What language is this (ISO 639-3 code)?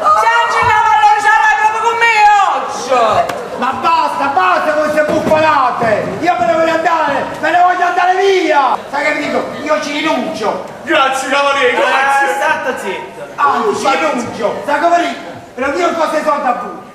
nap